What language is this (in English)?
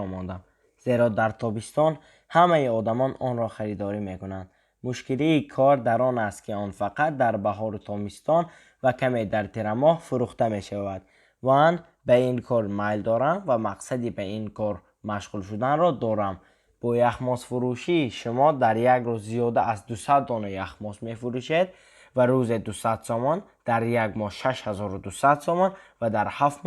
Tajik